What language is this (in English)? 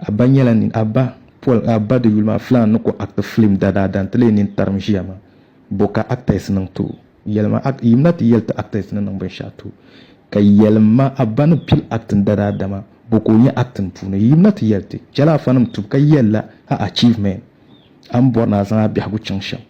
Dagbani